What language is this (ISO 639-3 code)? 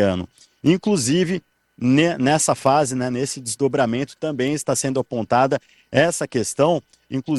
por